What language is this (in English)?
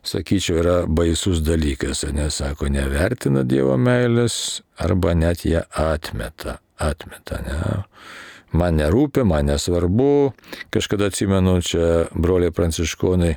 Lithuanian